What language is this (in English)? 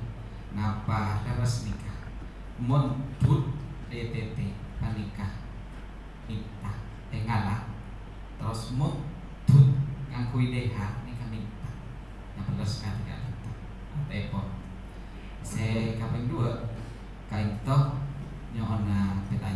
Madurese